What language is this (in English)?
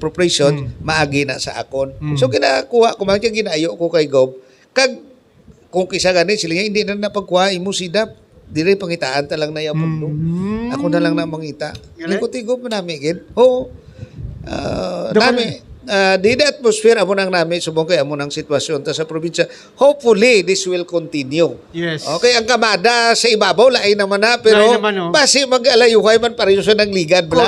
Hiligaynon